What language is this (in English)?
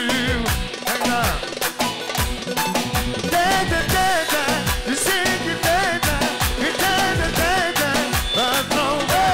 Turkish